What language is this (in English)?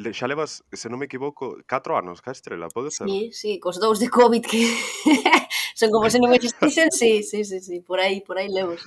Galician